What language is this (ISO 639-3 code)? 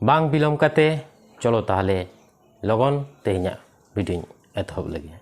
sat